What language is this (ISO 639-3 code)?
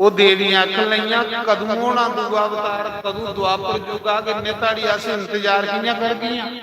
doi